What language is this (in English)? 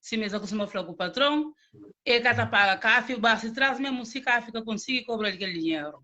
Kabuverdianu